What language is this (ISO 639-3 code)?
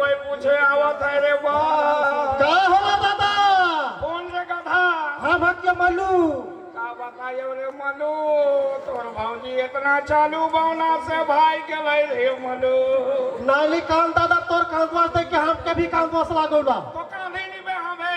sck